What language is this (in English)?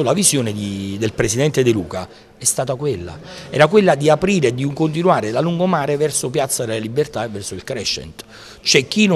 Italian